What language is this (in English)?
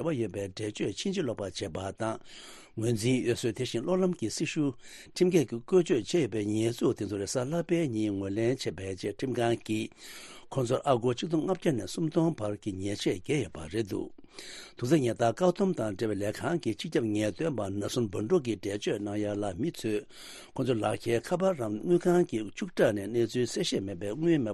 Tibetan